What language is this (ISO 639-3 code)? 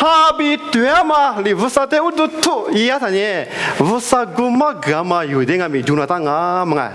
lis